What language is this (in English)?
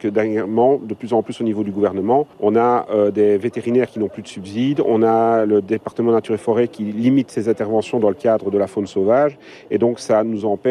French